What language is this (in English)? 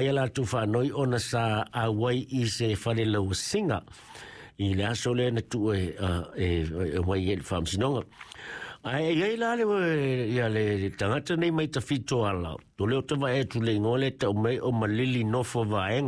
Samoan